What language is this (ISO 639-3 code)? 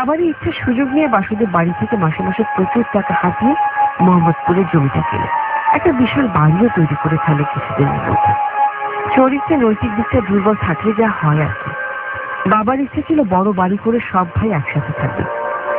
ben